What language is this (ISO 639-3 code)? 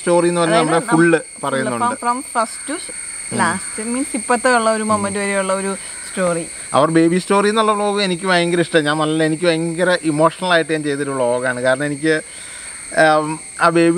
mal